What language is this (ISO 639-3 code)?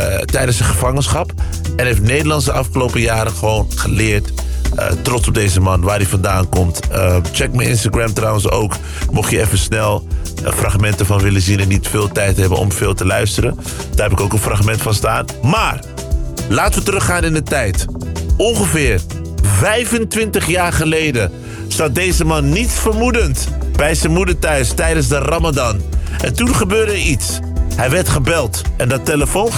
nld